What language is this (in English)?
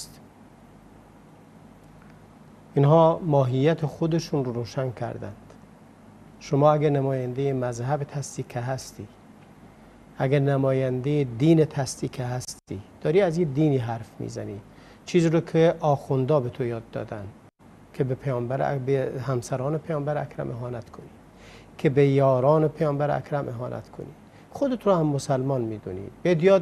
Persian